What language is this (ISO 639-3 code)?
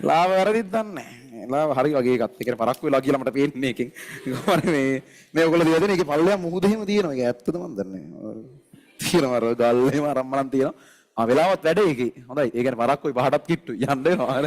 sin